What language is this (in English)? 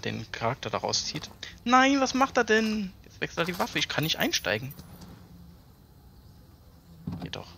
German